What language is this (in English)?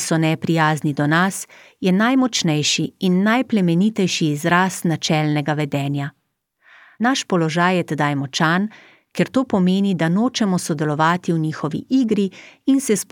Slovenian